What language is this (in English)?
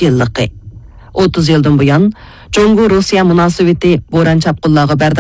Uyghur